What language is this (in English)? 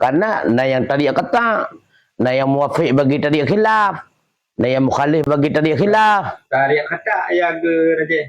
Achinese